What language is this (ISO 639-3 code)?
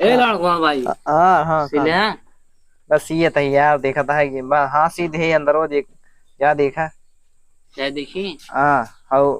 awa